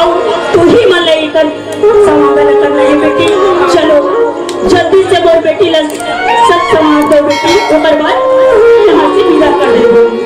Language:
Chhattisgarhi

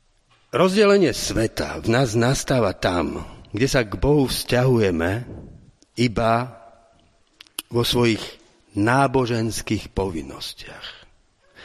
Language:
Slovak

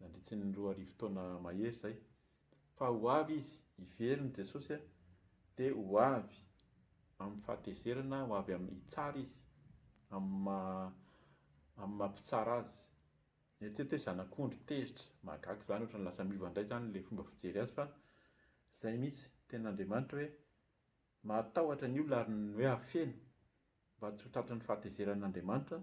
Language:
Malagasy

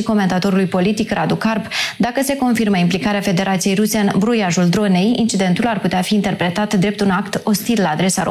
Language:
Romanian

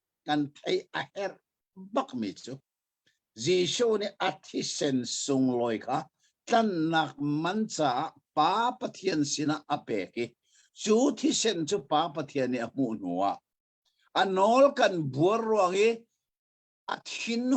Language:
Hakha Chin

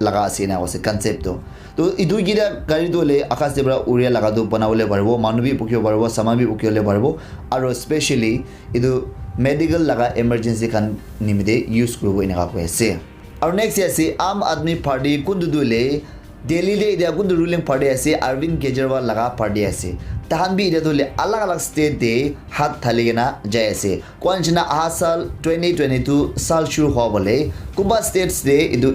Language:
Naga Pidgin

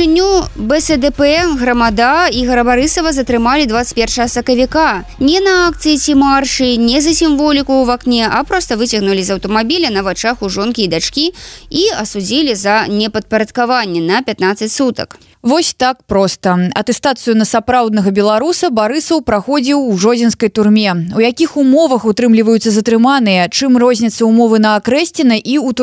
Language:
Belarusian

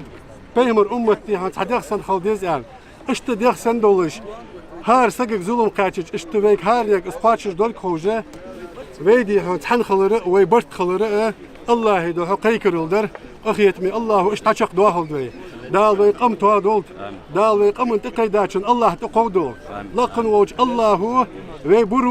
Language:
Ingush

